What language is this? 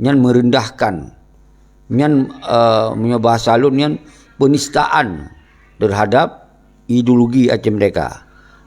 Achinese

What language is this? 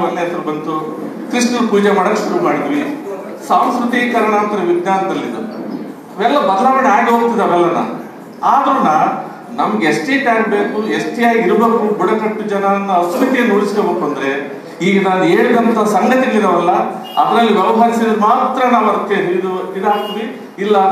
Kannada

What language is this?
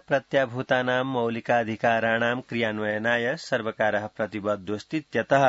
Sanskrit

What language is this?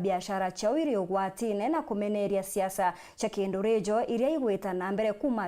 Meru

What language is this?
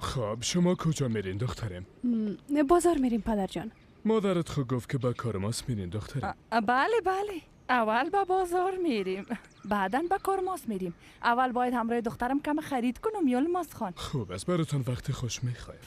Persian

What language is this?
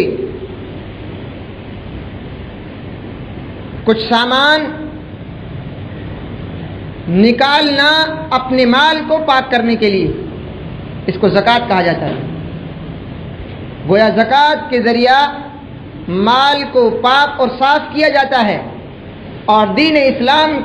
Urdu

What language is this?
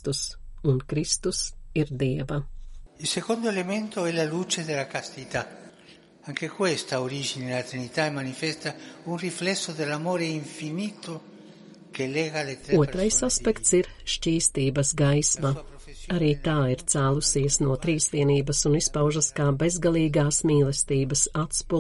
Latvian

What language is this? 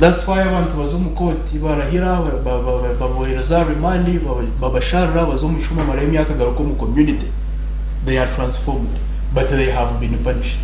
Nyankole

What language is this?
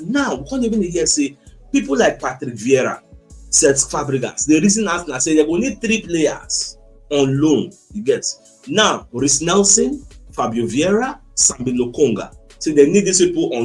Nigerian Pidgin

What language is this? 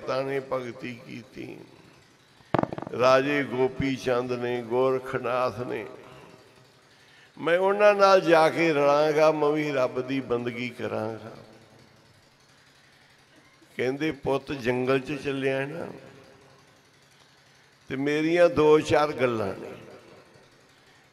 Punjabi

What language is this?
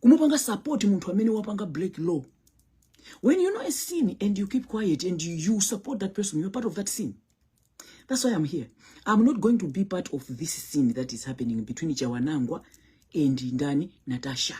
Nyanja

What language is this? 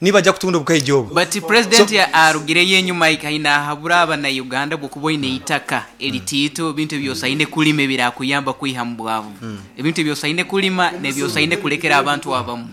Nyankole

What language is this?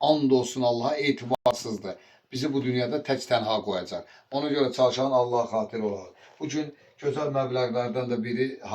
Azerbaijani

